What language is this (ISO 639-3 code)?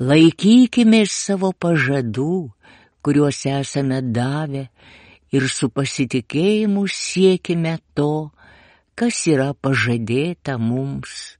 lit